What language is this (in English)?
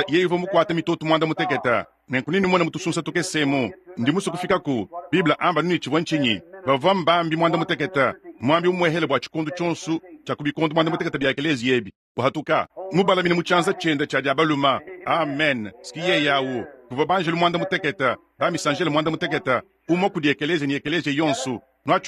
Luba-Lulua